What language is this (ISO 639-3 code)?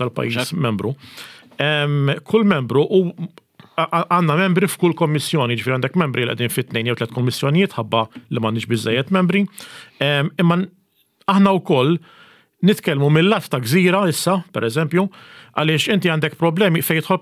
mlt